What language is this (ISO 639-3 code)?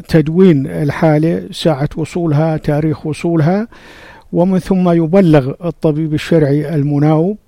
apc